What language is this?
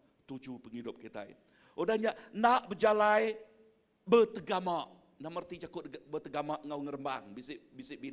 Iban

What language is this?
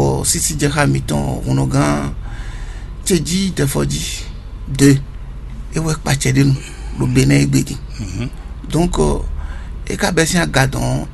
Fon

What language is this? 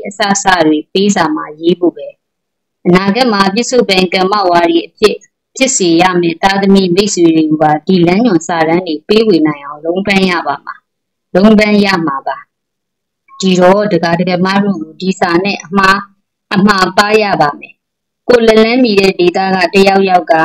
Burmese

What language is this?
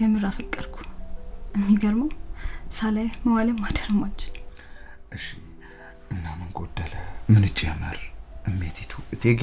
Amharic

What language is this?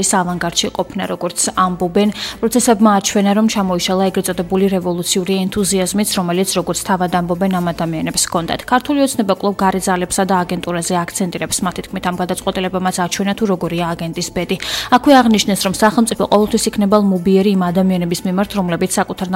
Georgian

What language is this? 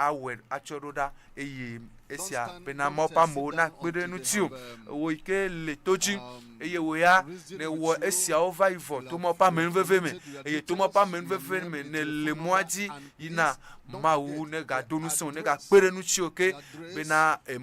Ewe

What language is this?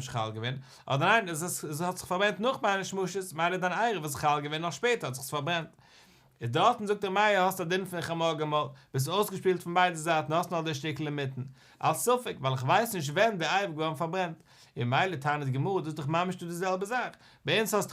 Yiddish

